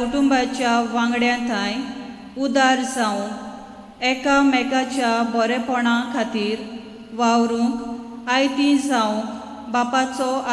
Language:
Konkani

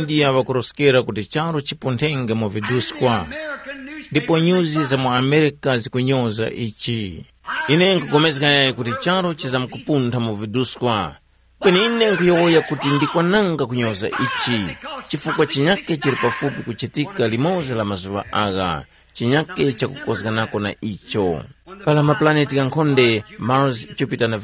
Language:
Tumbuka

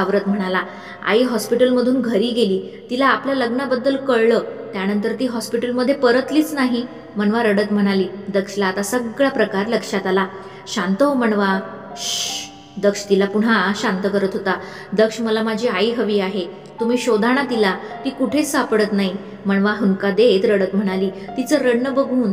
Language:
Marathi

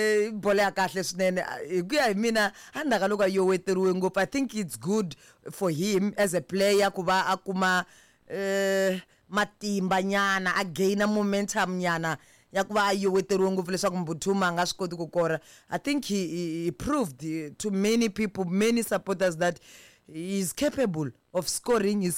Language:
Tsonga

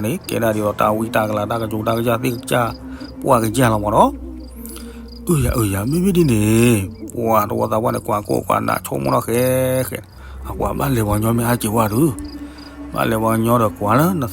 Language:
S'gaw Karen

